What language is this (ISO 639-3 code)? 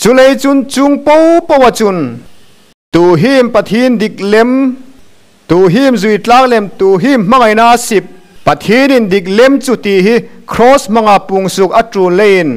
hmr